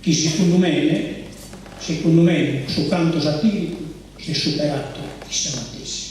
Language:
Sardinian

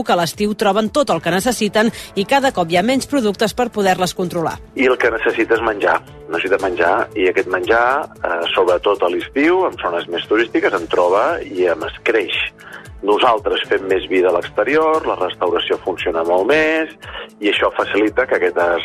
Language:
Catalan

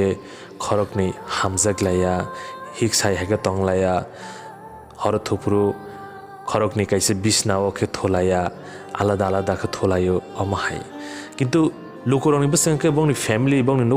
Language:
Kok Borok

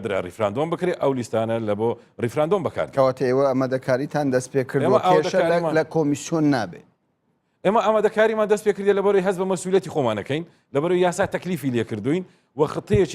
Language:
Central Kurdish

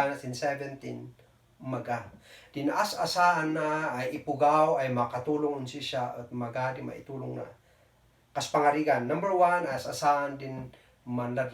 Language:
Kankanaey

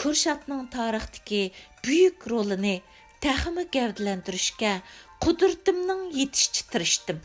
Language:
Uyghur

